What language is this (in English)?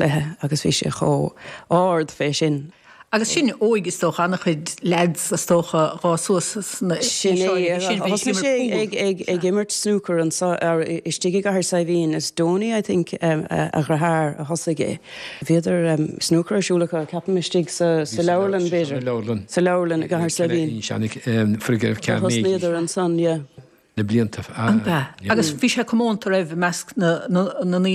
Irish